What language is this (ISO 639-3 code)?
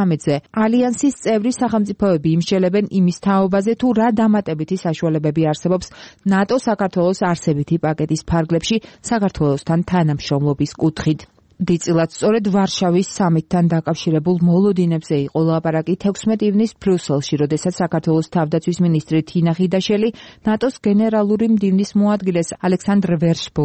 kat